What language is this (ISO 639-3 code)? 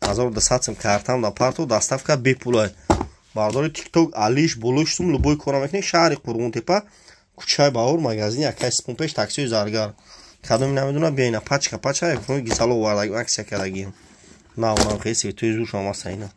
tgk